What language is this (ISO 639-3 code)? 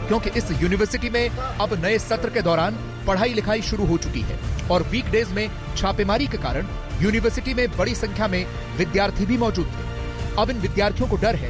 hin